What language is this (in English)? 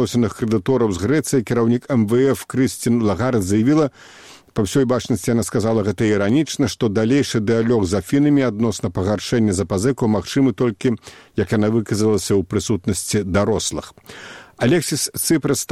Belarusian